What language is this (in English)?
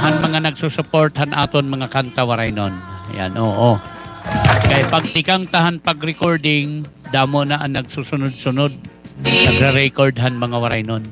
Waray